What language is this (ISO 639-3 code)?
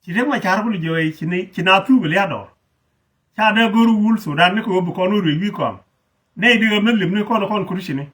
nus